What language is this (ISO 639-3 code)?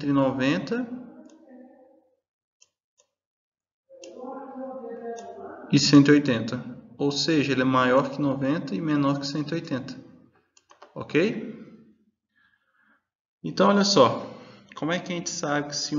por